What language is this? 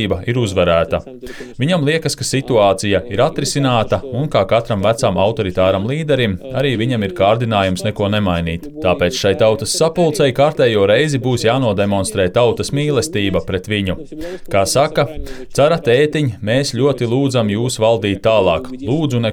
Latvian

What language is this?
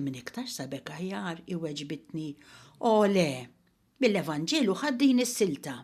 Maltese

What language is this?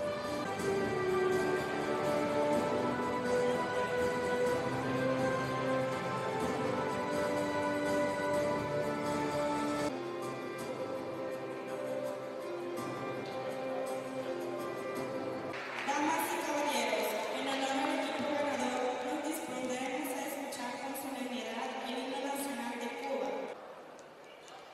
Spanish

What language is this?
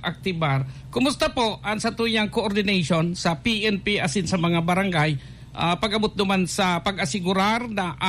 Bikol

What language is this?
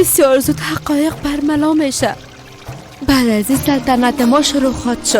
Persian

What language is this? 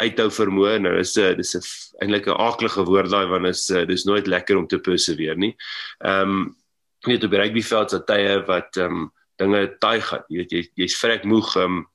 Afrikaans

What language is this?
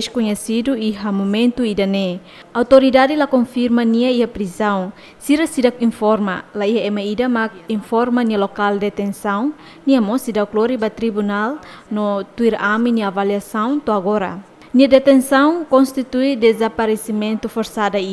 Tetum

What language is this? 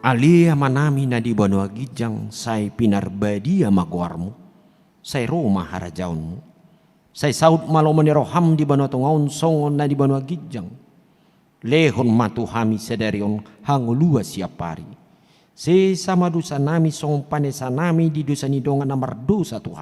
Batak Toba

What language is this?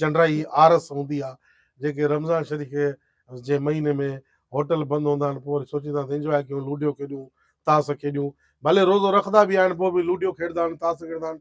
Sindhi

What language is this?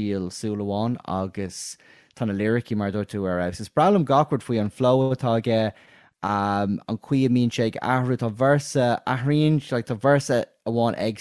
Irish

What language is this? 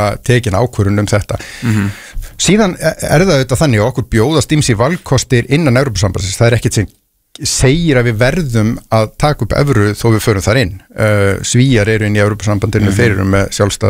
Icelandic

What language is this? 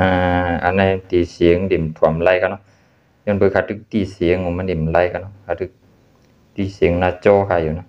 Shan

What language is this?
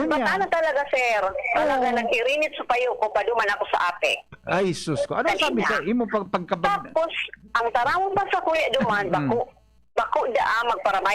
Bikol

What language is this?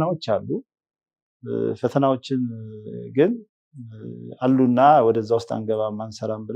Amharic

